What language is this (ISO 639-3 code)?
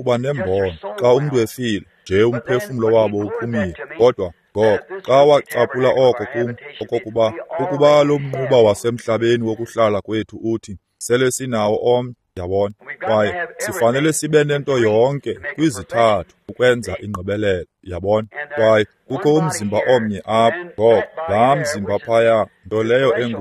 xho